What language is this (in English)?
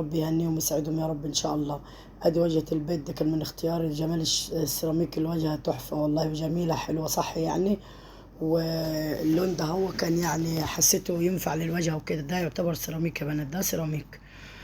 Egyptian Arabic